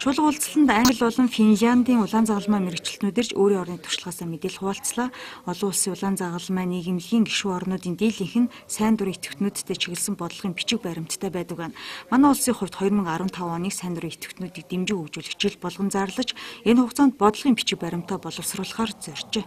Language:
Mongolian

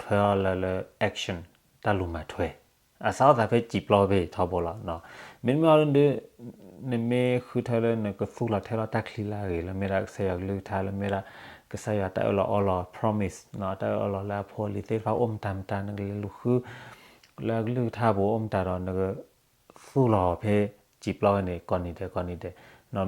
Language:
S'gaw Karen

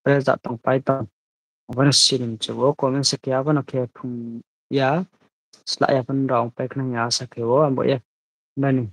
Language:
Riang (India)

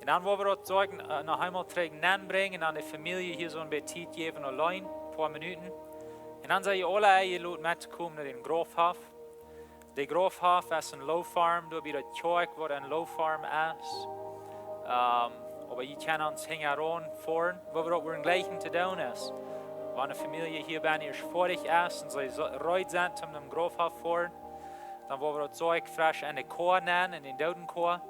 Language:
Plautdietsch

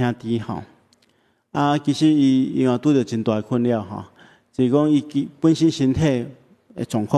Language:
Min Nan Chinese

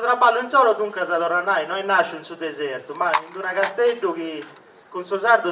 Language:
Sardinian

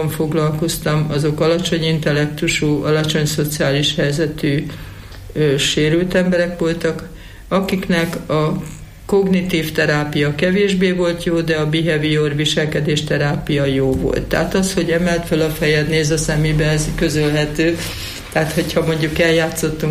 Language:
Hungarian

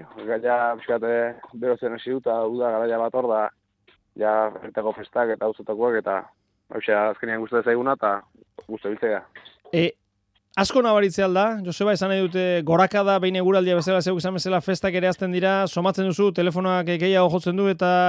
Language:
Basque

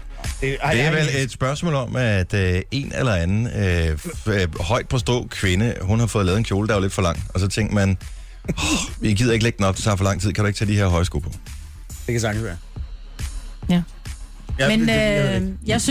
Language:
Danish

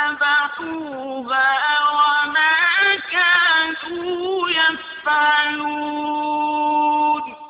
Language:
Arabic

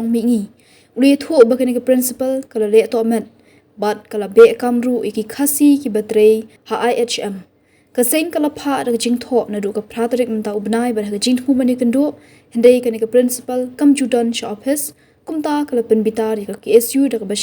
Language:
Khasi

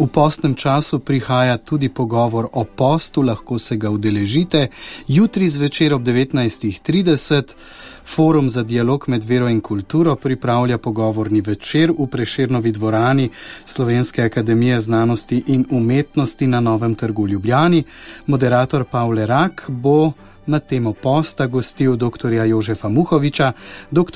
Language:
Slovenian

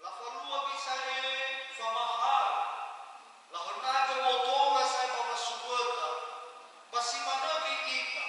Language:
Nias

